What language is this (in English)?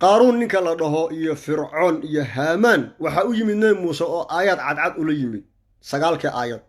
Somali